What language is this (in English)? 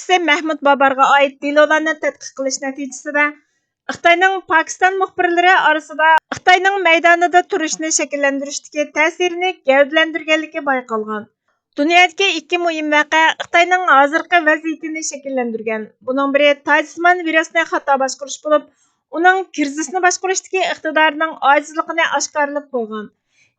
Uyghur